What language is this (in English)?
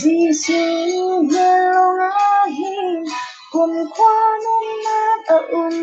Falam Chin